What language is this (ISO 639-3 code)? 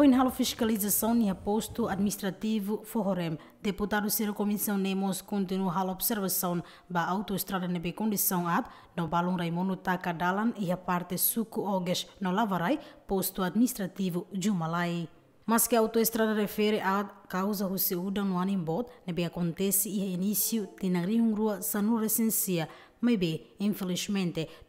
tet